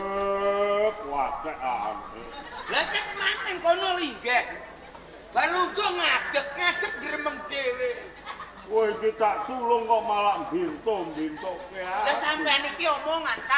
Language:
Javanese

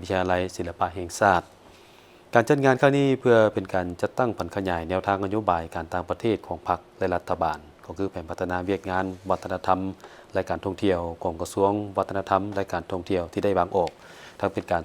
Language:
Lao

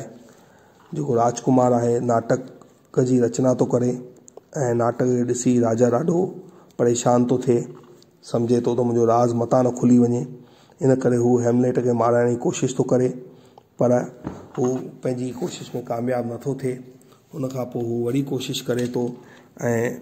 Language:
Sindhi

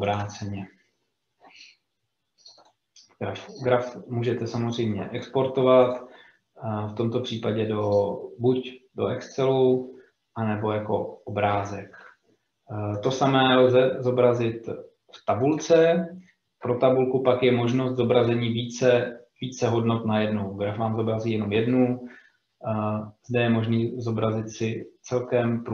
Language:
Czech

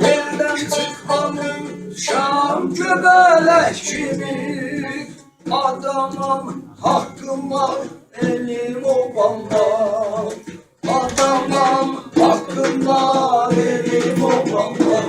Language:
South Azerbaijani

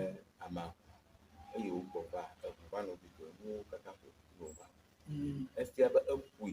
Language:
Ewe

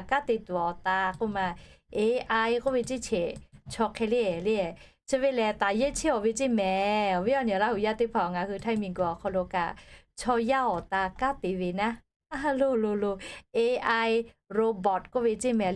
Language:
Lahu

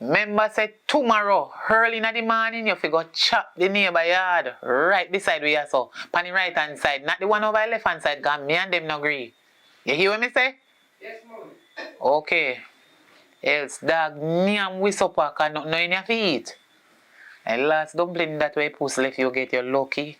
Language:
Jamaican Creole English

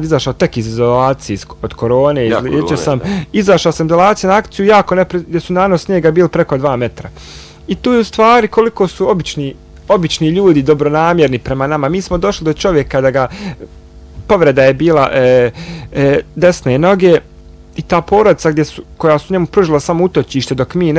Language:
Bosnian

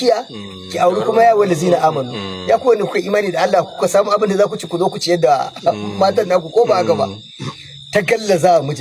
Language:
Hausa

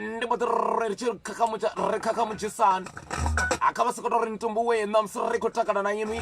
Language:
Venda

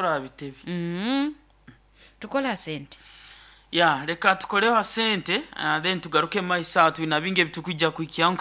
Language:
Nyankole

